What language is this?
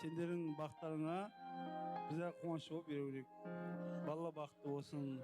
Kara-Kalpak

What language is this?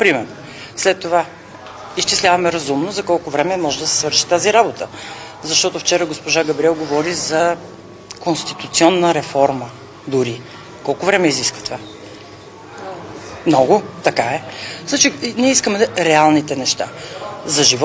Bulgarian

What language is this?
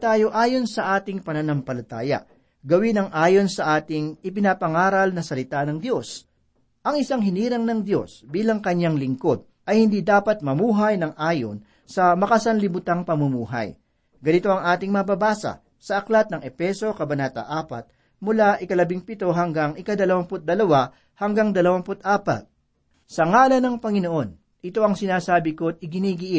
Filipino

